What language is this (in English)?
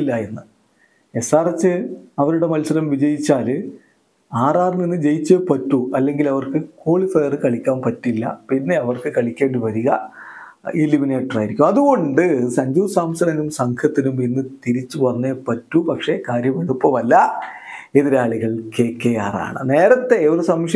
Malayalam